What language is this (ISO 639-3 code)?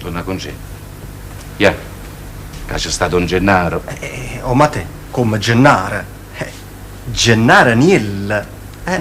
nap